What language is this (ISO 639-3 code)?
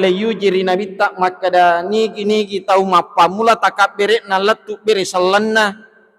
bug